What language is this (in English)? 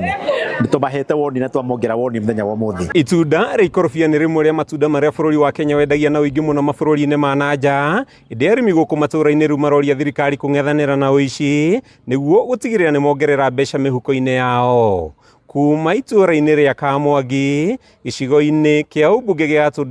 Kikuyu